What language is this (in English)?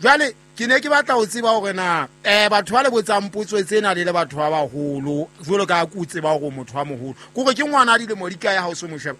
Southern Sotho